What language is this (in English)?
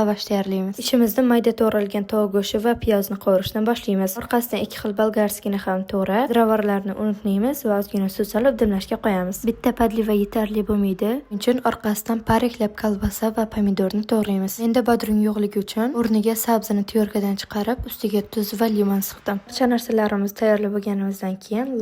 Uzbek